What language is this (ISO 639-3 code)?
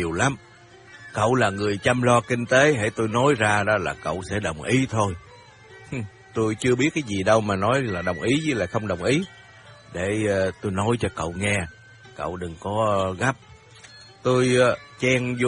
vie